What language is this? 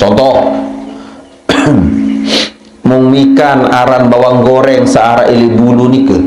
Sasak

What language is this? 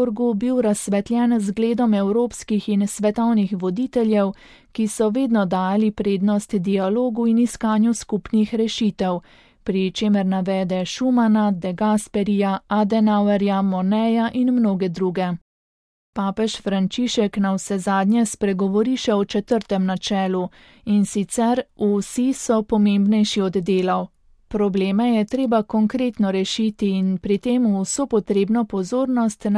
Slovenian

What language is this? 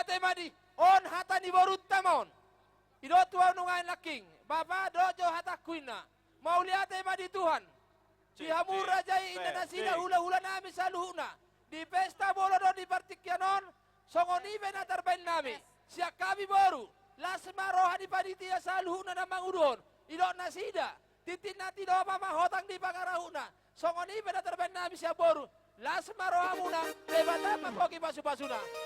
Batak Toba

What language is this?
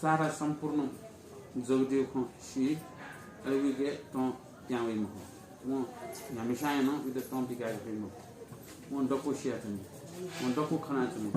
Newari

